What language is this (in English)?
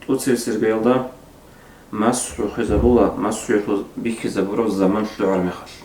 Avaric